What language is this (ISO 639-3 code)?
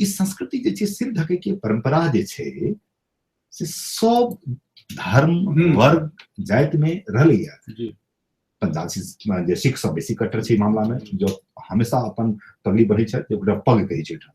mai